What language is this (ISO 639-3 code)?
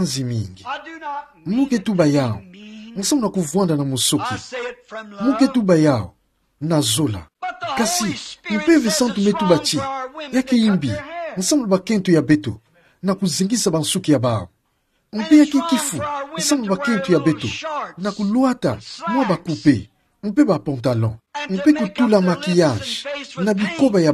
ktu